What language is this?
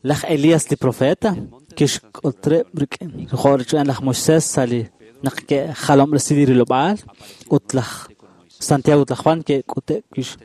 Kekchí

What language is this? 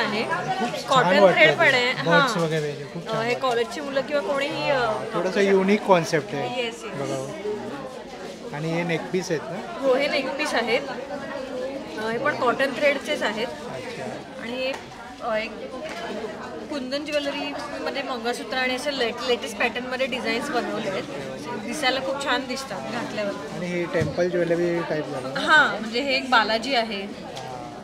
Marathi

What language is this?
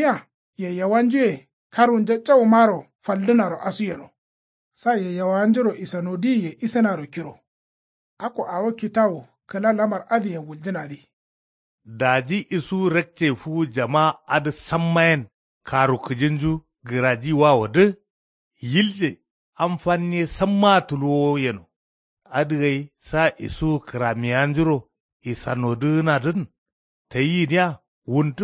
Kanuri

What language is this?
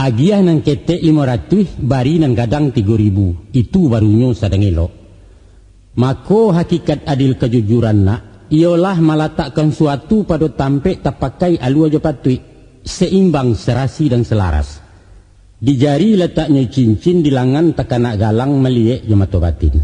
Minangkabau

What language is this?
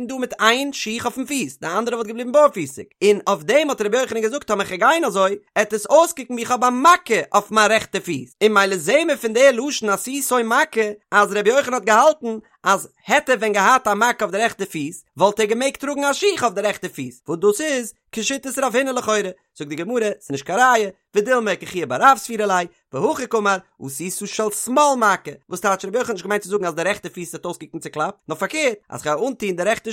Yiddish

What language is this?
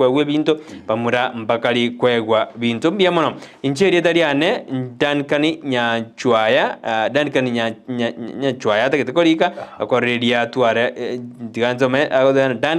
Gusii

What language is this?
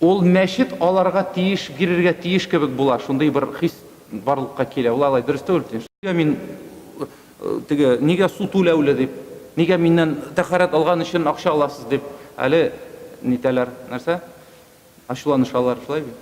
Tatar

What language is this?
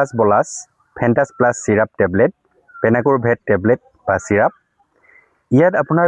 Assamese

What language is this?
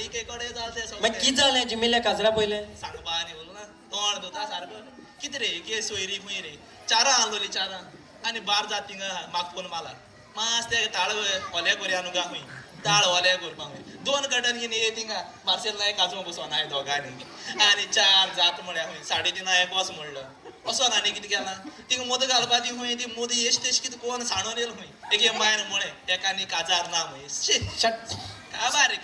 Konkani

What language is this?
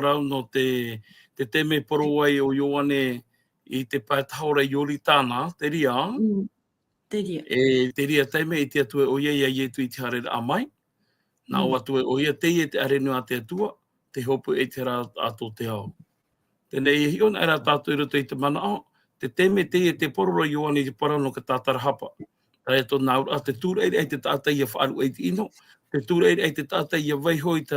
Tahitian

